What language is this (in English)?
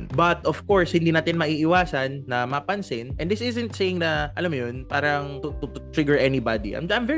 Filipino